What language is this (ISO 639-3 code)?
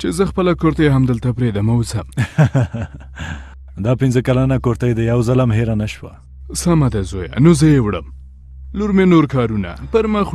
pus